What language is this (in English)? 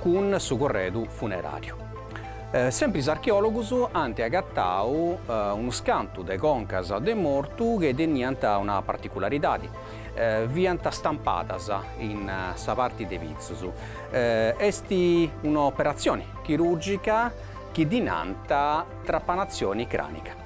Sardinian